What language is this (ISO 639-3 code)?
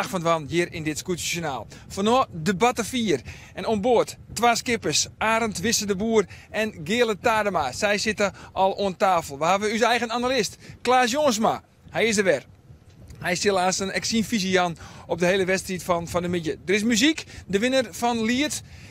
fry